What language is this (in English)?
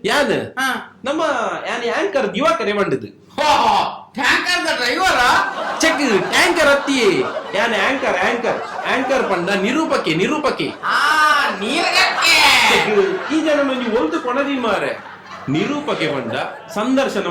Tulu